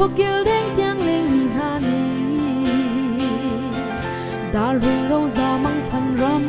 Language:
Hakha Chin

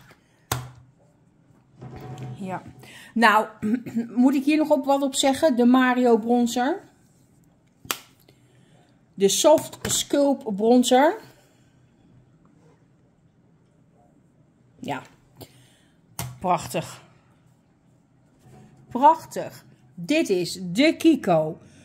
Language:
Dutch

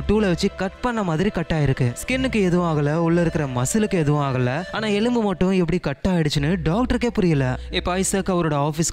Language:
Tamil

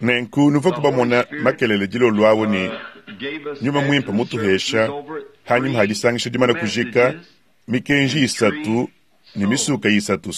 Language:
Luba-Lulua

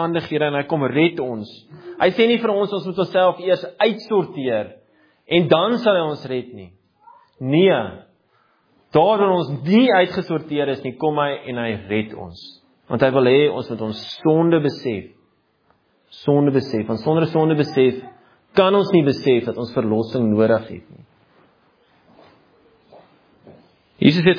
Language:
Afrikaans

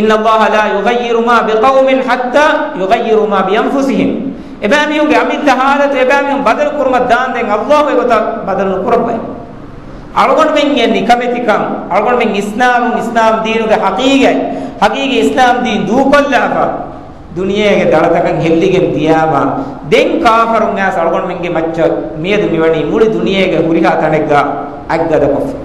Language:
Divehi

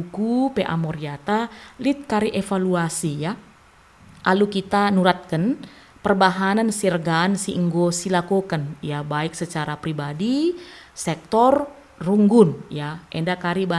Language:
Batak Karo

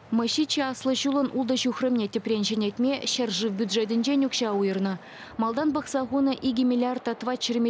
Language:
Chuvash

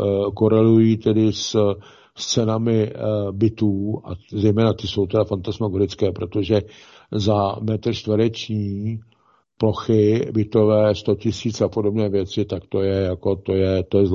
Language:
Czech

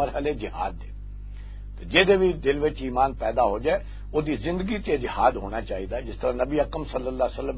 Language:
Western Panjabi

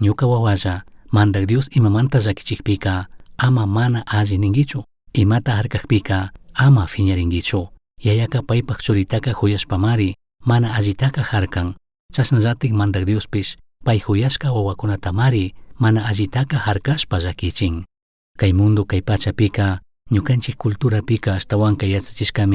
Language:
Chimborazo Highland Quichua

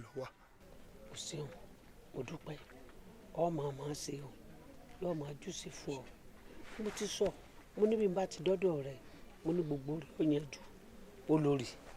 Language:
Yoruba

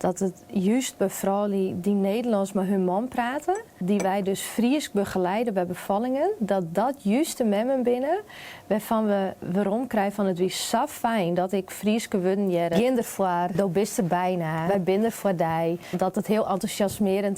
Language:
Western Frisian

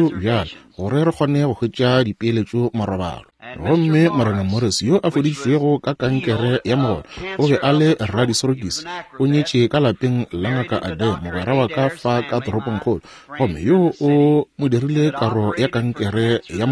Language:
Northern Sotho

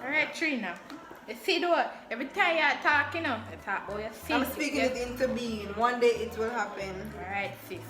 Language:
Jamaican Creole English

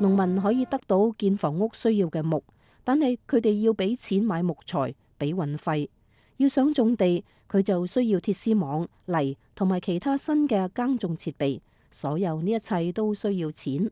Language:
Cantonese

